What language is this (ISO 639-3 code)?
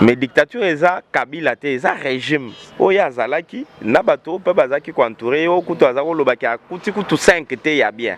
lin